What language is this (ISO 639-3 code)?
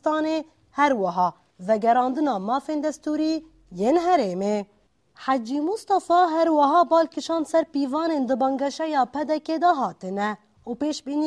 kur